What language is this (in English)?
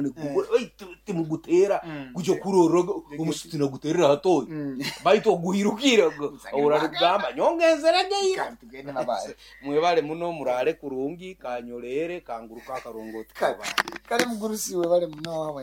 Nyoro